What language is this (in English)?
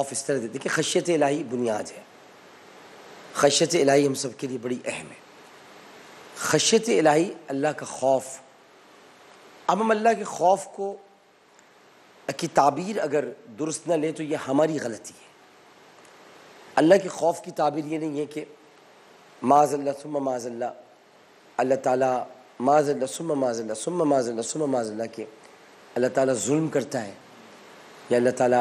Urdu